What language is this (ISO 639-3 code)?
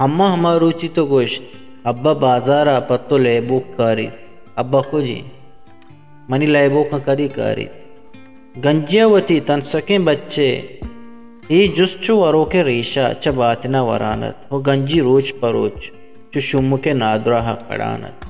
bgp